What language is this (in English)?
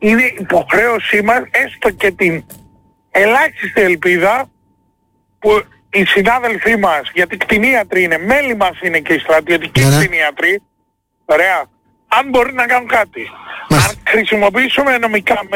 Greek